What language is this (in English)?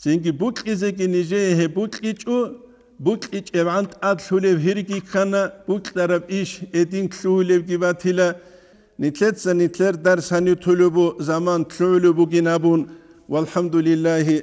Avaric